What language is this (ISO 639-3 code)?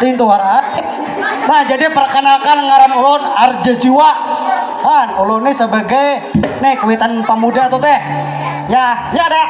bjn